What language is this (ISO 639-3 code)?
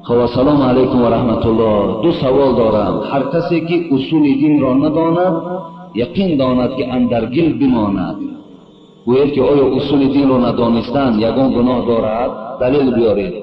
tgk